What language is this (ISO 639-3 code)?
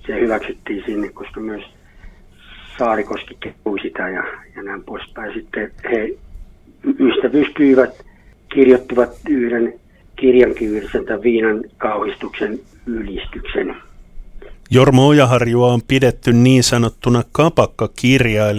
fin